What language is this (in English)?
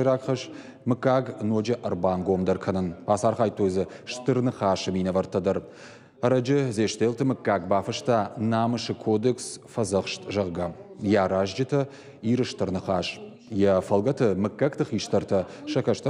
Ossetic